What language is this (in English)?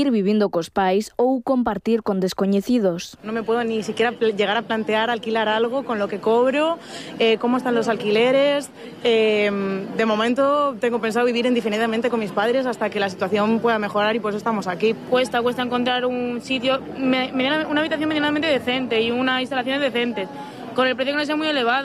Galician